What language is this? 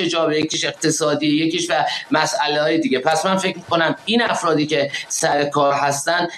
Persian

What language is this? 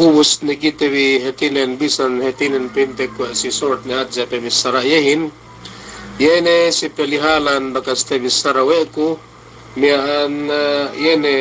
Yakan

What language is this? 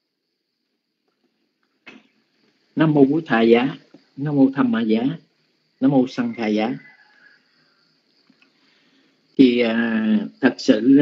Vietnamese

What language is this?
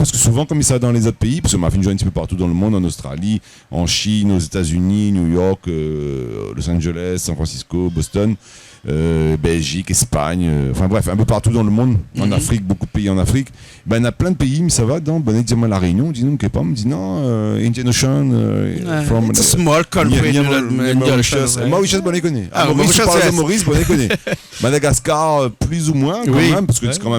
Réunion Creole French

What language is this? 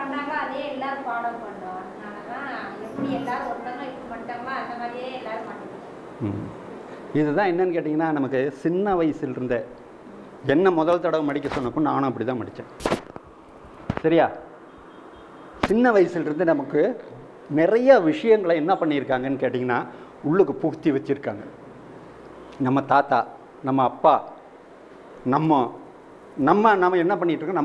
Tamil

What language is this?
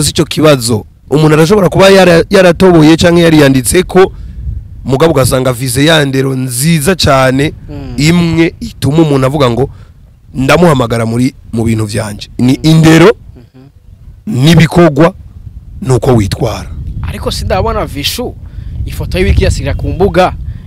Rundi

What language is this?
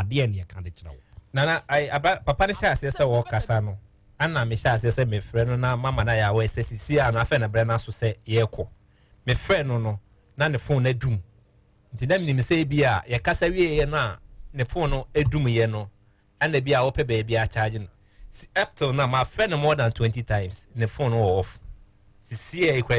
Akan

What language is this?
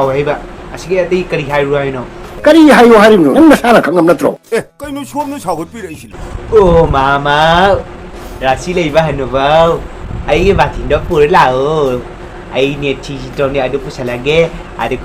Manipuri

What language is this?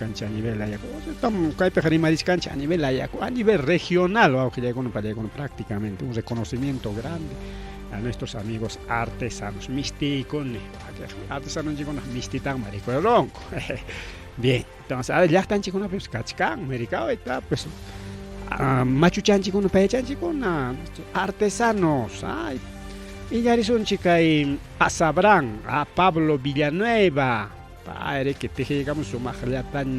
Ayacucho Quechua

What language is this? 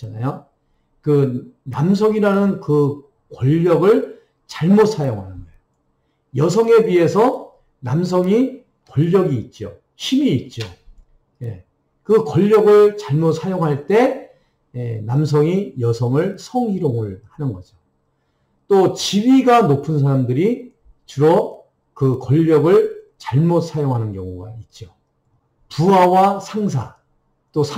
Korean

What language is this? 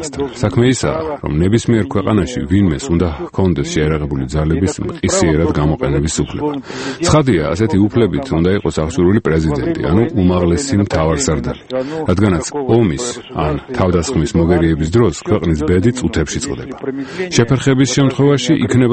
Georgian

